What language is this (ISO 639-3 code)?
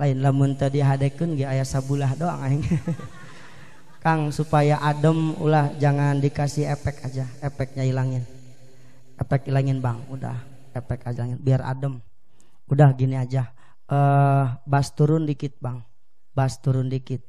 sun